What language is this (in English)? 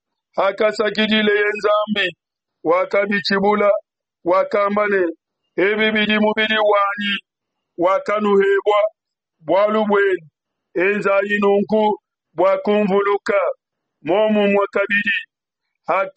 Luba-Lulua